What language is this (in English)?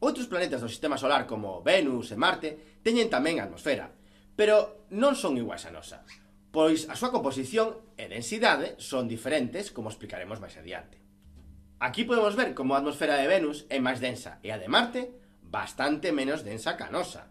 Galician